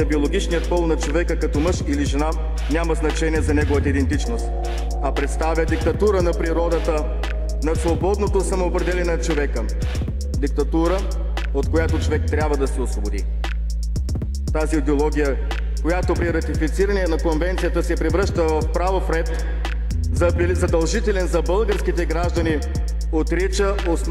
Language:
Bulgarian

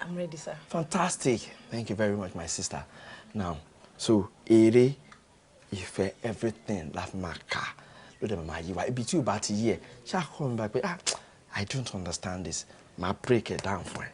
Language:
Yoruba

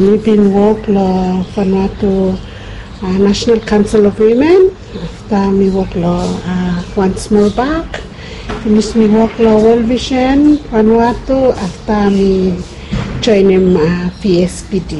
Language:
Bislama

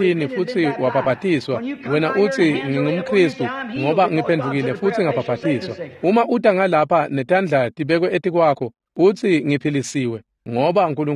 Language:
Swati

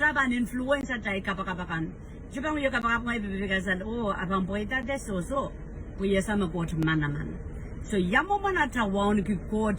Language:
Pohnpeian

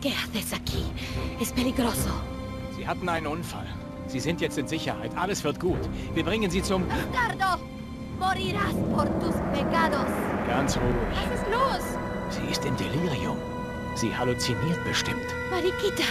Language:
Bavarian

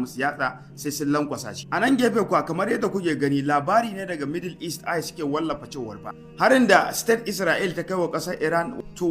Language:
Hausa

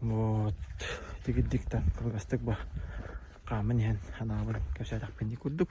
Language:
Yakut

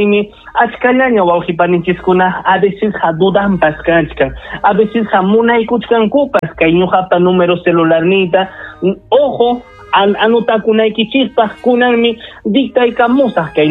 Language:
Ayacucho Quechua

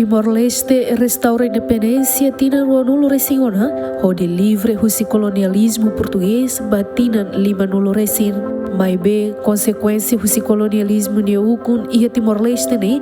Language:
Tetum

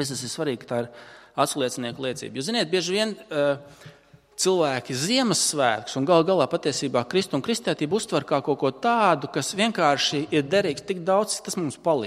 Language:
Latvian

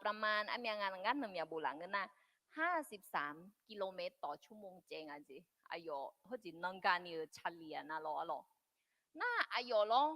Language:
Akha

